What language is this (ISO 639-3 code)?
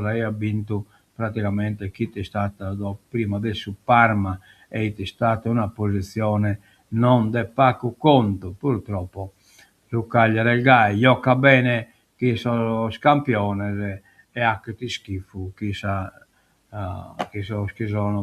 srd